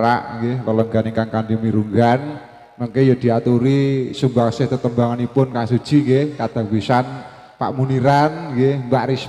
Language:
Javanese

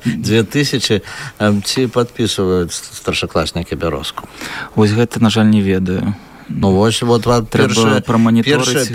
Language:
Belarusian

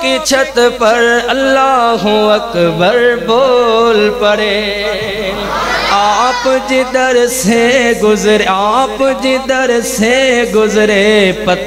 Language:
Urdu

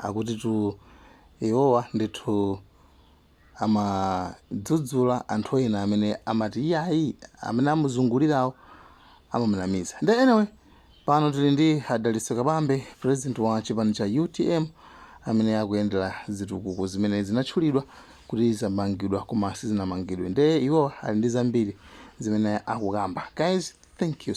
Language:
Nyanja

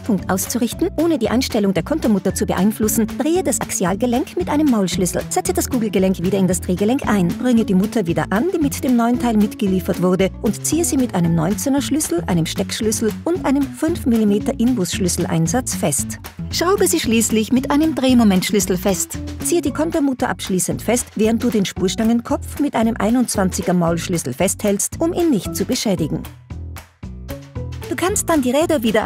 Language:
German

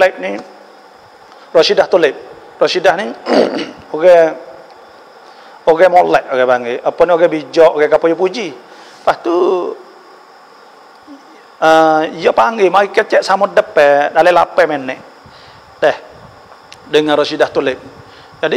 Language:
Pattani Malay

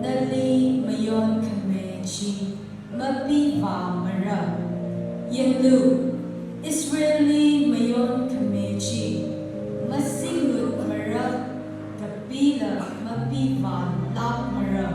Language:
Tangkhul Naga (India)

